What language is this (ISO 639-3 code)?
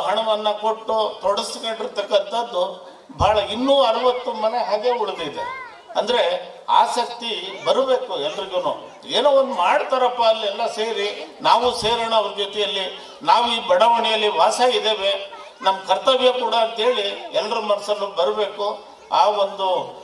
kan